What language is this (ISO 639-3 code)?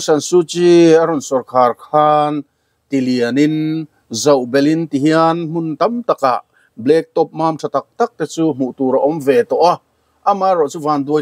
lus